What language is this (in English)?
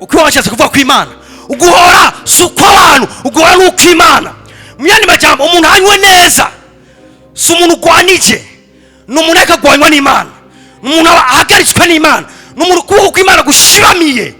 Rundi